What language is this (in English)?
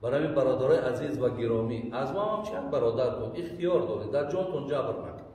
Tajik